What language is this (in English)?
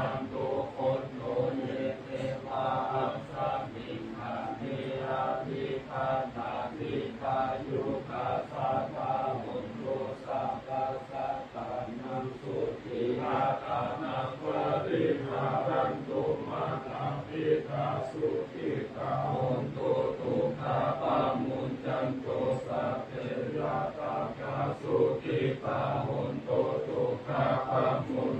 Pali